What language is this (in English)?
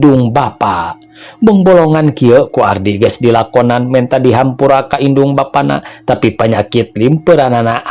Sundanese